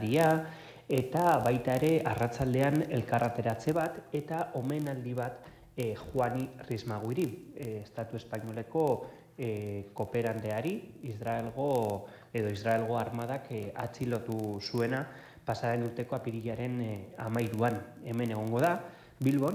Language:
Basque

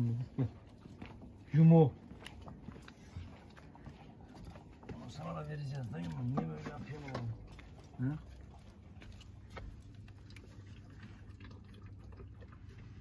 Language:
Turkish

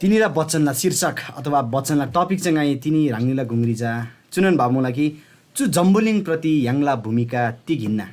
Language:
Eastern Tamang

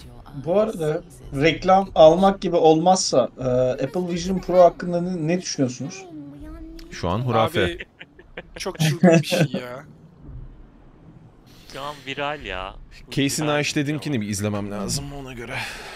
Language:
Turkish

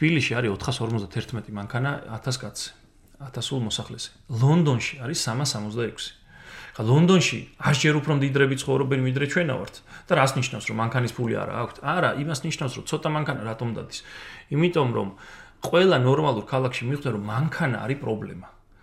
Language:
Georgian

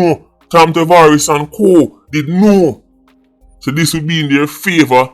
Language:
Jamaican Creole English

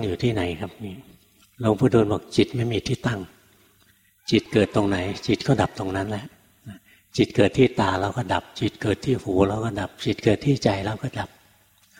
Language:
Thai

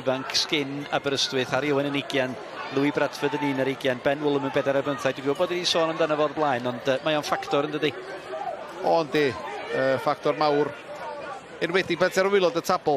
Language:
Welsh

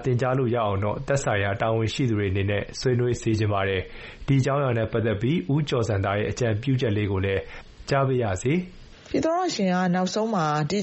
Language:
Burmese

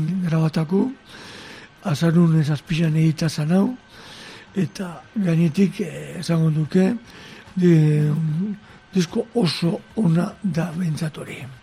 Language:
Basque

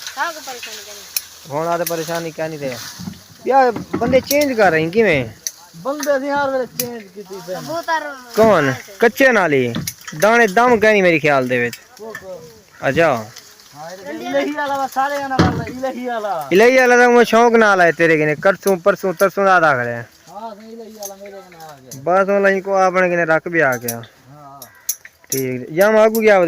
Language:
Saraiki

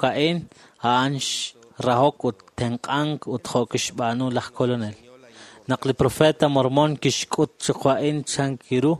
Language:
Kekchí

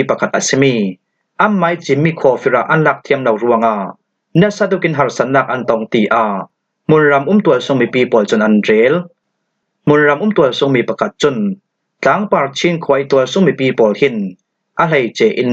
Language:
Falam Chin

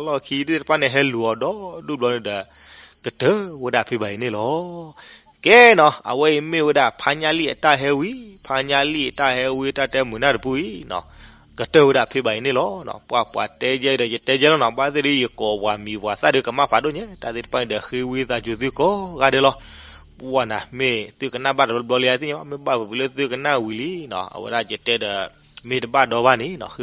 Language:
S'gaw Karen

